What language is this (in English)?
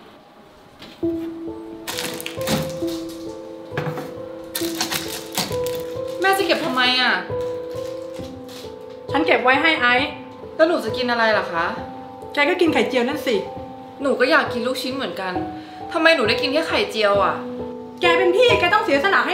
Thai